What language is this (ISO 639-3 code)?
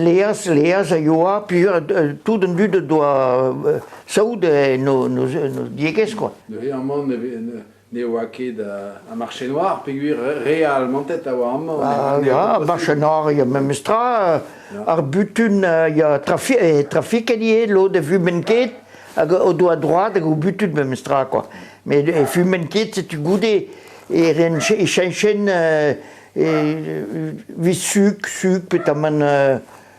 bre